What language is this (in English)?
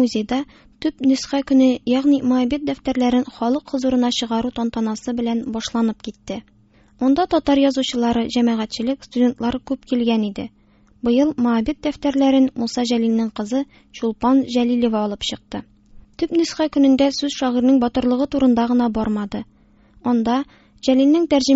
Tatar